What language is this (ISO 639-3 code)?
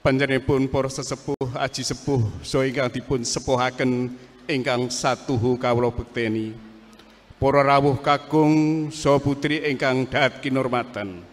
jav